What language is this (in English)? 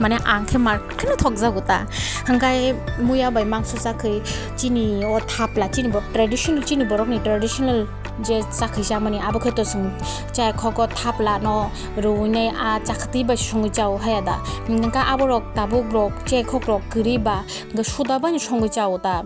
Kok Borok